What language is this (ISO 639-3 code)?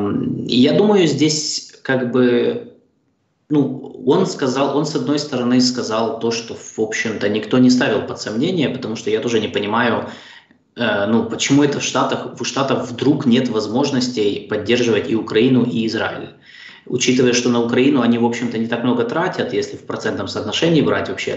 rus